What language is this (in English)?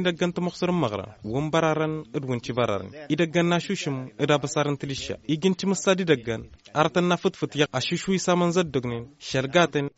Tamasheq